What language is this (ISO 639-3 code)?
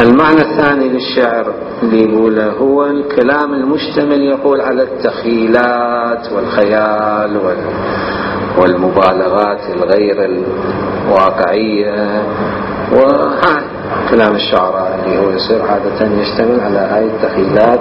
acm